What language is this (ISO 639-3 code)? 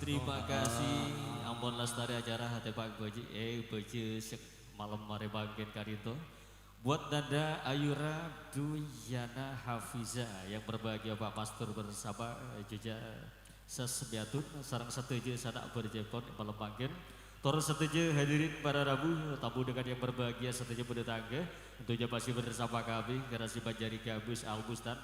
mad